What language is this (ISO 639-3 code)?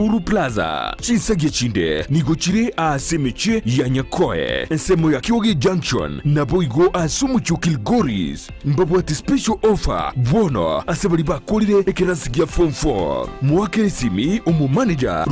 guz